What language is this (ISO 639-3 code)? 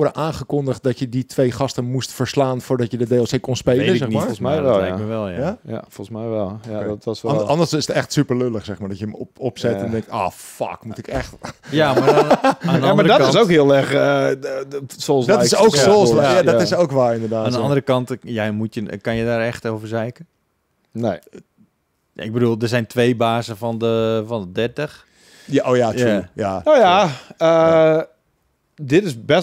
nld